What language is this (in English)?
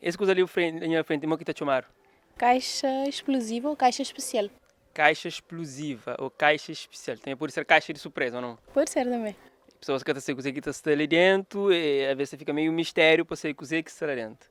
Kabuverdianu